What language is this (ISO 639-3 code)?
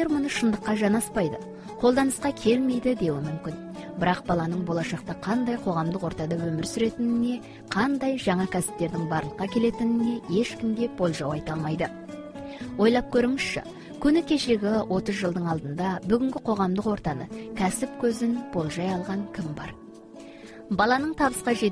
kaz